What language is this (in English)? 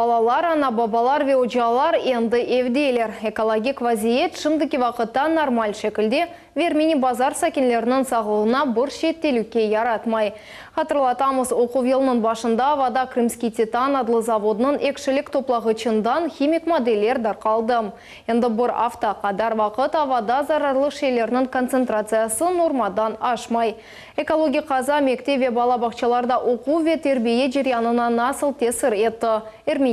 Crimean Tatar